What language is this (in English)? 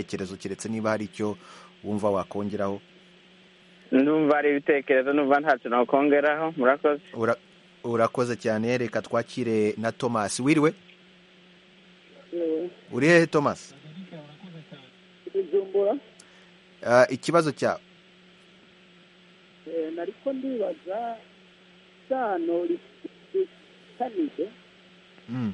Kinyarwanda